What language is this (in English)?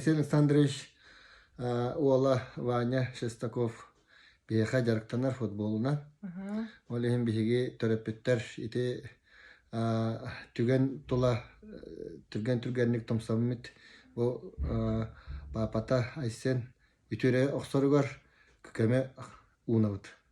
Yakut